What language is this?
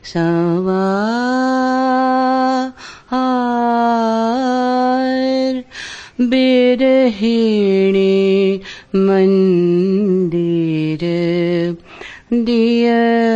Hindi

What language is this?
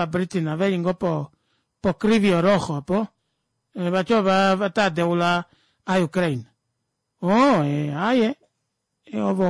Kuanyama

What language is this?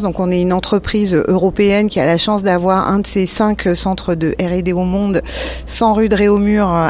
French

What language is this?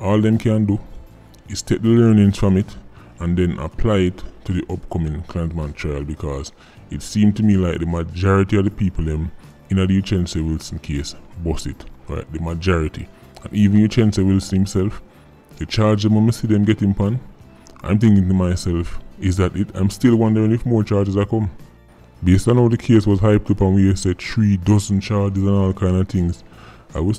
Jamaican Creole English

